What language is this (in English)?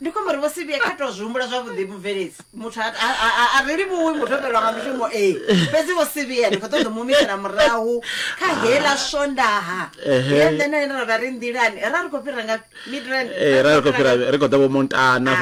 Venda